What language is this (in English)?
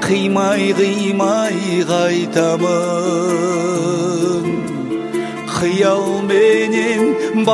Kazakh